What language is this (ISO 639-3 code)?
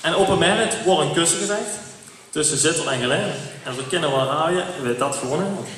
lim